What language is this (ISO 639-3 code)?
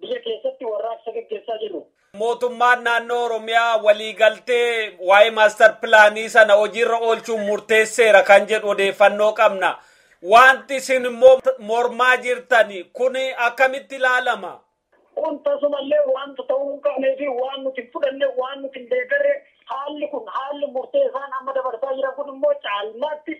orm